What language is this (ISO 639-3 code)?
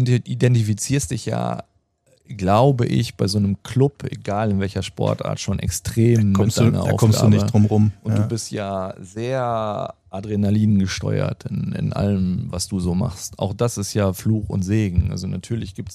deu